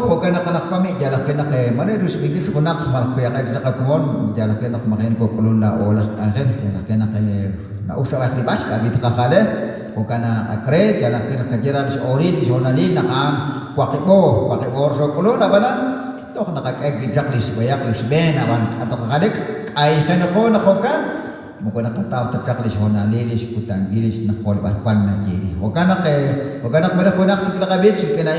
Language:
Kekchí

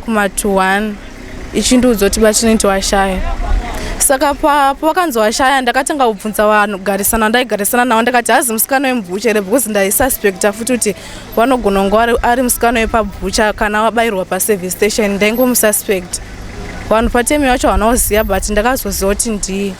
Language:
Shona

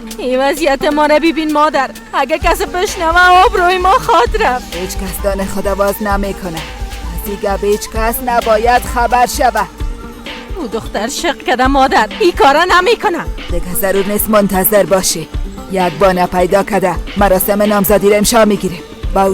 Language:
Persian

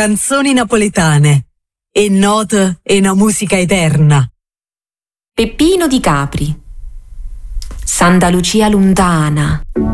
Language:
Italian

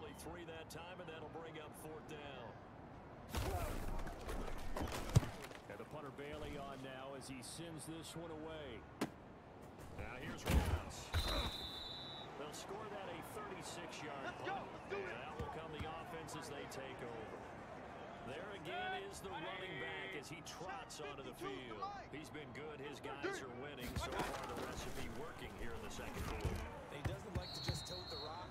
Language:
English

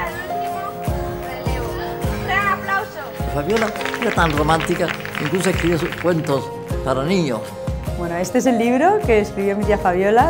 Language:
Spanish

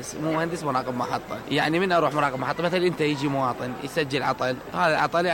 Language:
Mesopotamian Arabic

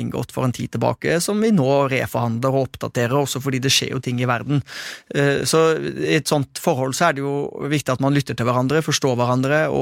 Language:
Norwegian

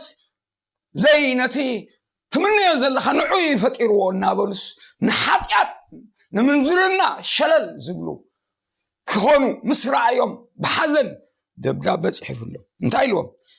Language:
Tigrinya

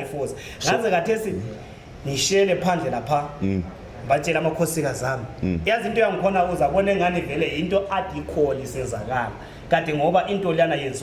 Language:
Zulu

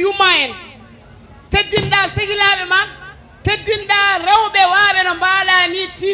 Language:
Fula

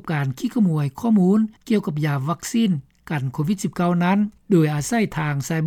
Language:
Lao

